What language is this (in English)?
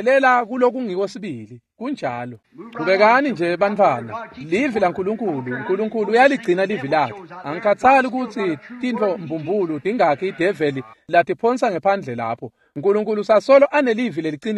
Swati